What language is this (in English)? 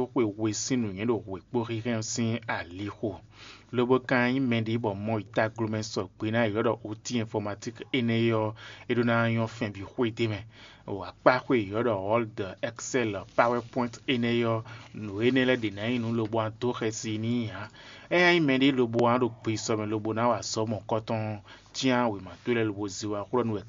Fon